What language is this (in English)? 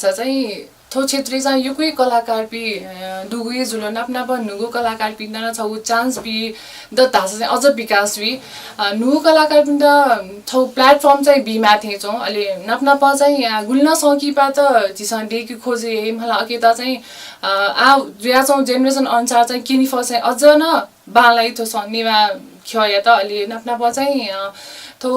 Newari